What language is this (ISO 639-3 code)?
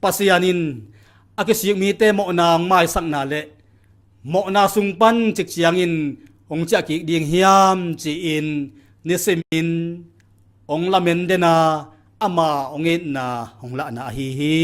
ctd